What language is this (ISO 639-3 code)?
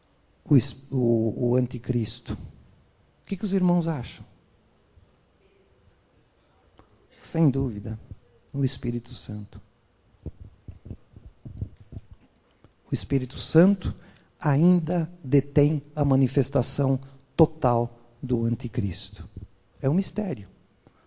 por